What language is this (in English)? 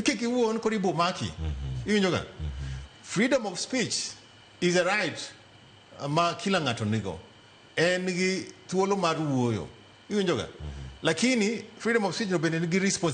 Luo (Kenya and Tanzania)